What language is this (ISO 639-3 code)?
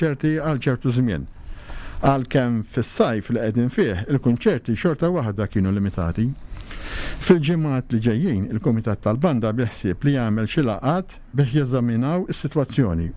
mlt